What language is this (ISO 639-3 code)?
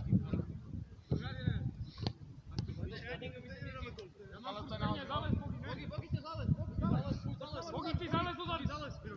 ces